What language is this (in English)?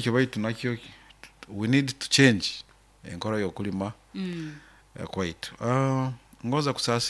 Nyoro